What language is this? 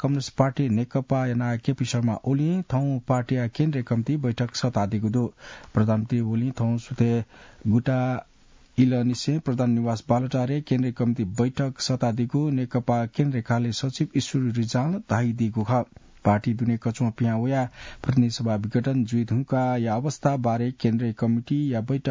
Newari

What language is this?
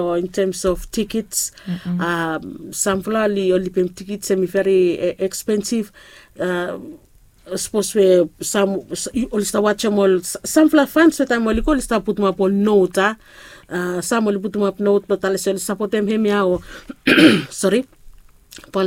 Bislama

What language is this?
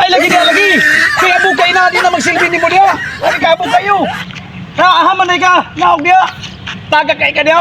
Cebuano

